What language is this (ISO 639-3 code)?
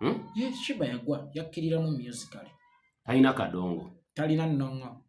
lug